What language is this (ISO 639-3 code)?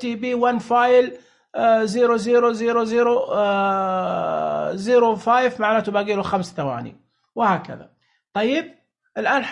ars